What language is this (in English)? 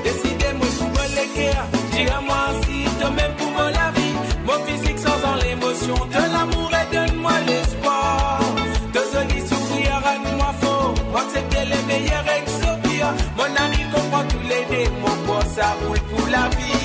Morisyen